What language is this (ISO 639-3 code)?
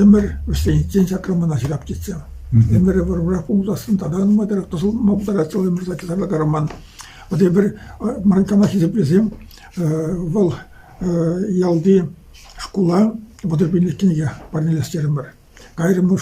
chv